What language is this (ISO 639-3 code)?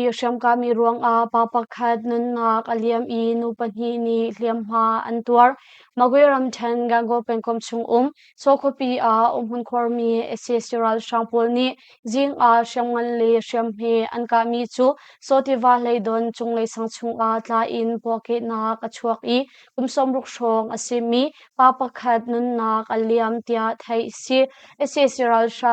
cnh